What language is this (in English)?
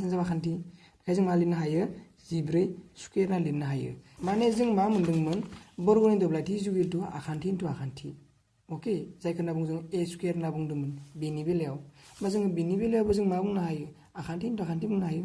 Bodo